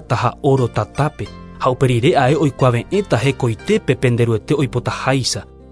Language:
Guarani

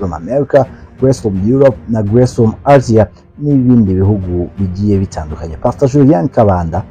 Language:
Kinyarwanda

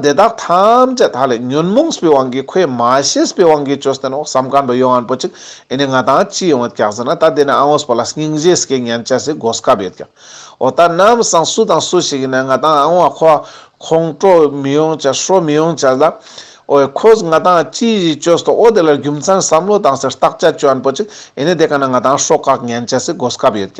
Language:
Ladakhi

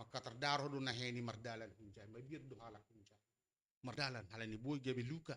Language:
Batak Simalungun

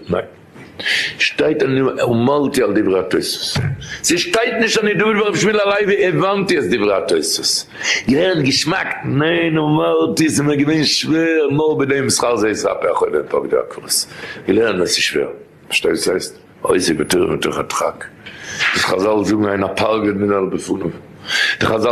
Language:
Yiddish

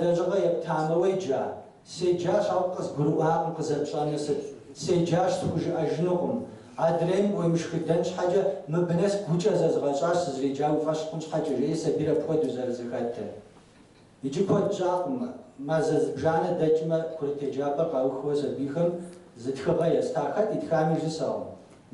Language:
Kabardian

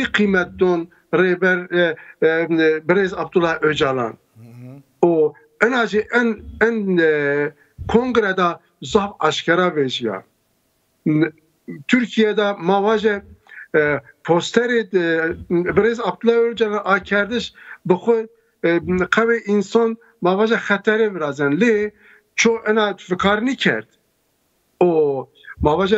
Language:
Zaza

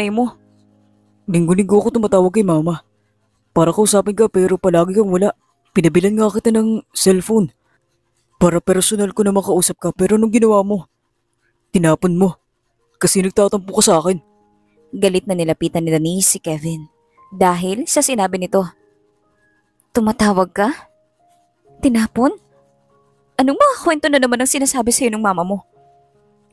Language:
Filipino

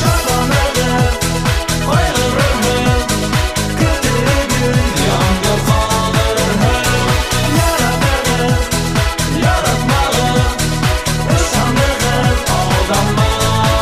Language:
Bashkir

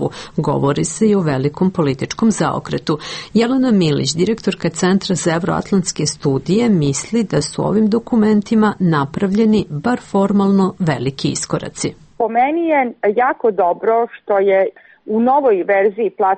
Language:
Serbian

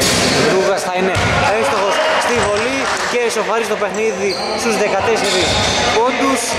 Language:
Greek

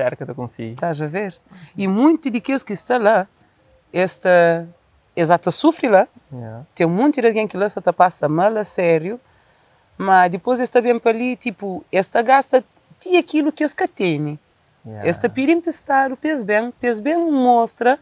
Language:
Kabuverdianu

